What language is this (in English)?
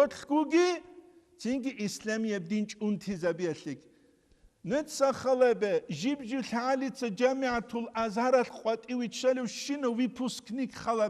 Avaric